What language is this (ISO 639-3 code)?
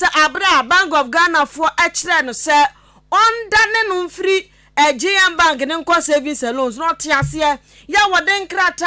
aka